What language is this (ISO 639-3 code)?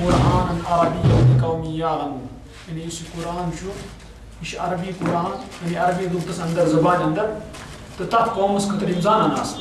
kas